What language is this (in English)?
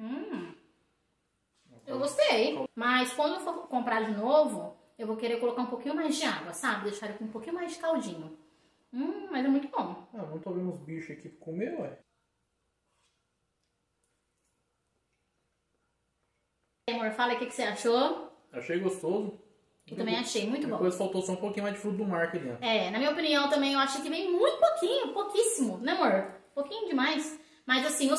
Portuguese